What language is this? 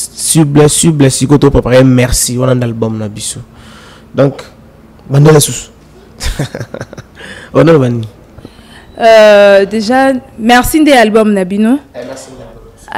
Lingala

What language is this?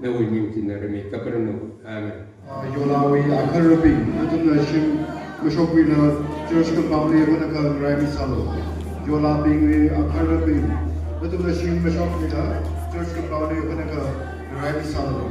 Tangkhul Naga (India)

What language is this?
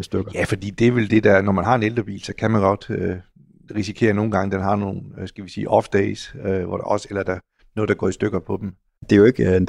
Danish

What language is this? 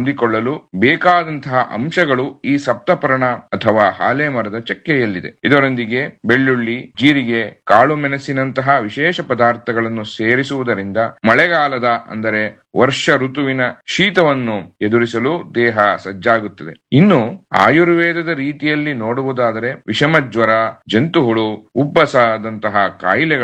Kannada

